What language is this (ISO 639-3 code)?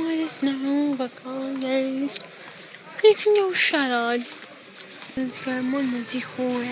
amh